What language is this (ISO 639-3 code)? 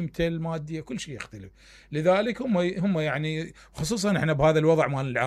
acm